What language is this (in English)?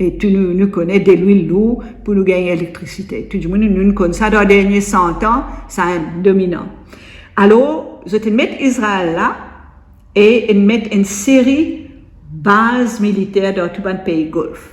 Morisyen